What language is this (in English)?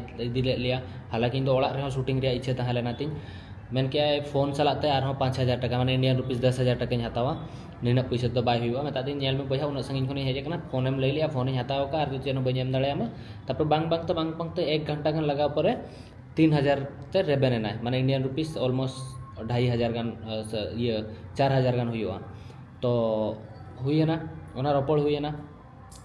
Santali